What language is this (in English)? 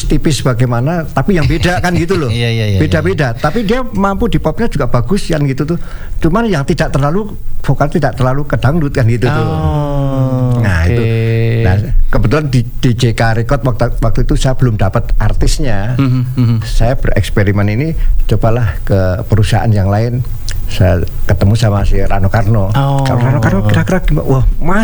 Indonesian